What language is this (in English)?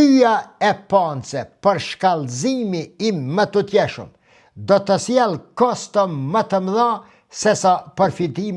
Albanian